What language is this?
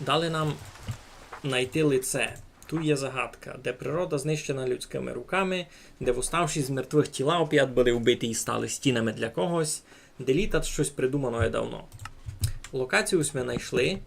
Rusyn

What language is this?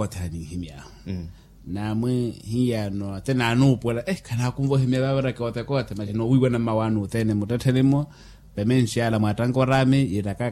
Makhuwa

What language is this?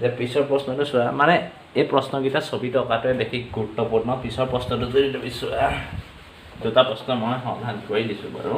Assamese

